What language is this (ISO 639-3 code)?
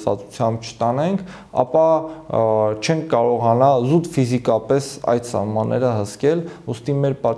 hye